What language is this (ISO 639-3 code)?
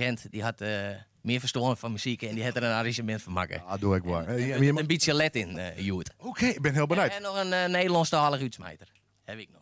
fry